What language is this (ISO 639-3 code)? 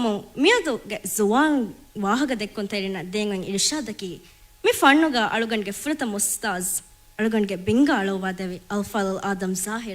div